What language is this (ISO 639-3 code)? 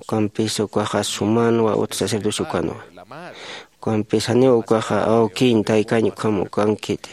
aym